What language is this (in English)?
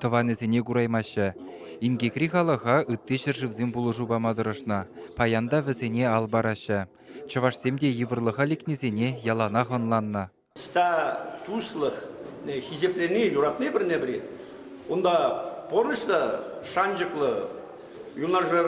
Chuvash